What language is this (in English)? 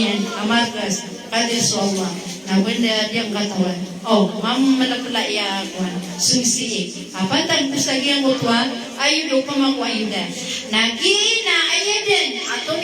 Maranao